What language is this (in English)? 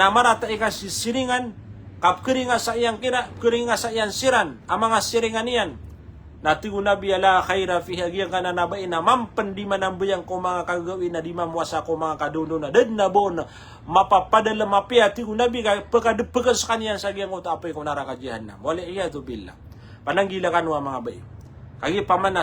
Maranao